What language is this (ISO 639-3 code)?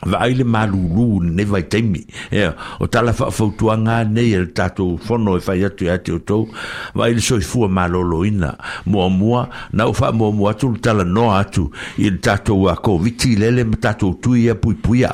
smo